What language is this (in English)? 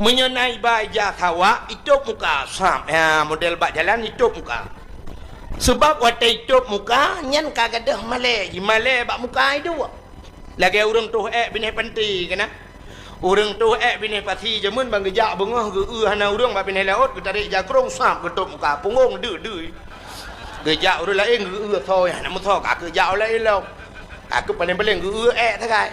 Achinese